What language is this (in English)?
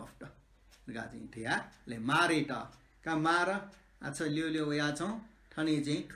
Newari